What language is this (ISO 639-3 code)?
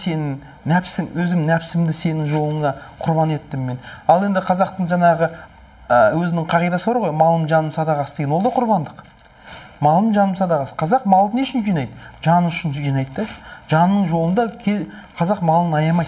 kaz